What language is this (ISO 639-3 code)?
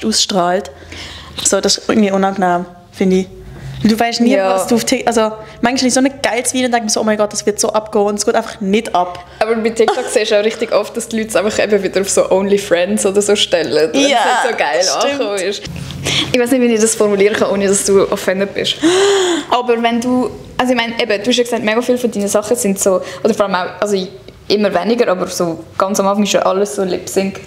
gsw